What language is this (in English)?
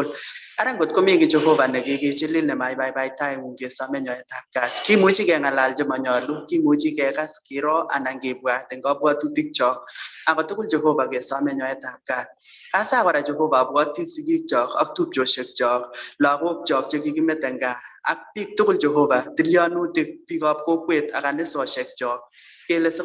Kalenjin